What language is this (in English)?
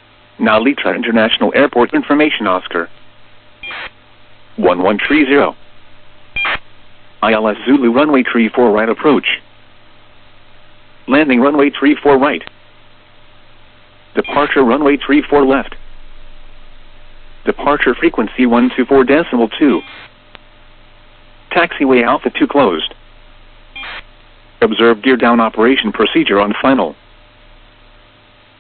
English